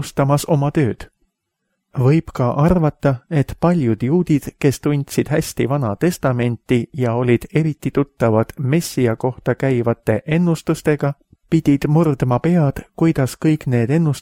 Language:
Estonian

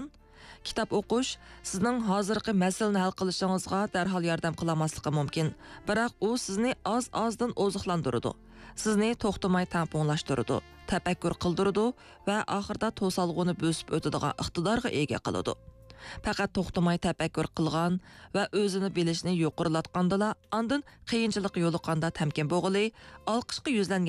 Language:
Uyghur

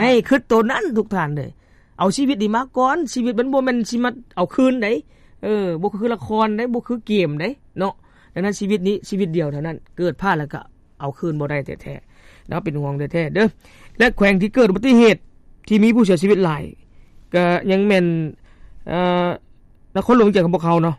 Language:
Lao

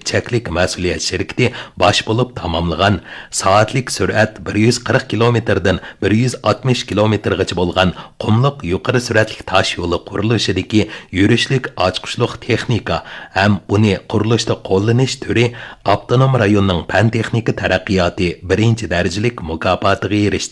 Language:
Uyghur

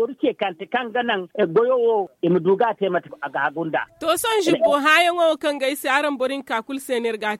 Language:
Zarma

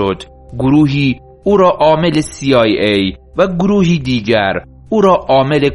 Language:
Persian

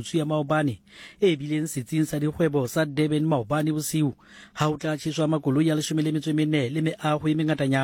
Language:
Southern Sotho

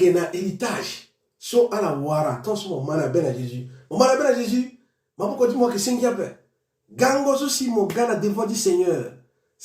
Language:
Sango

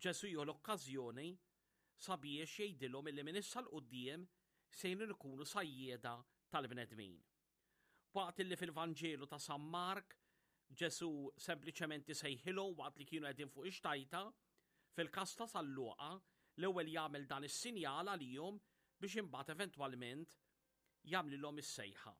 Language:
Maltese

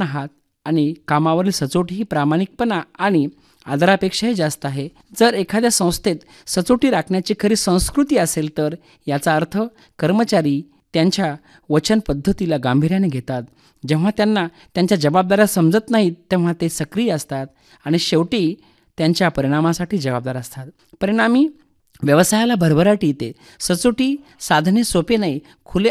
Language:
Marathi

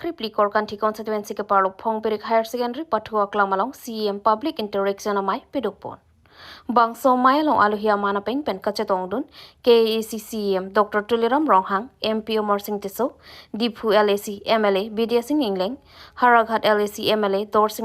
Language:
Karbi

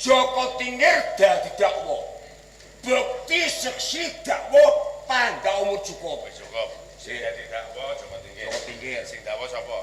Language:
Javanese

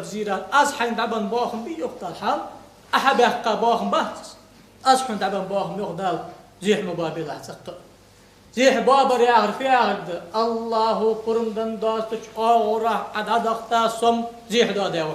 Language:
Ingush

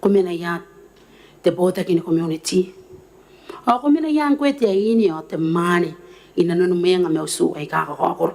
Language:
Gilbertese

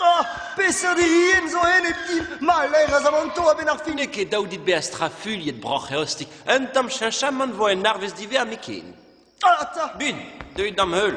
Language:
Breton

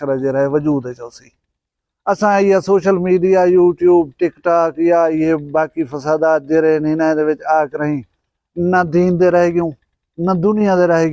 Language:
Saraiki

